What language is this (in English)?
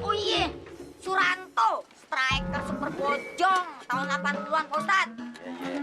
Betawi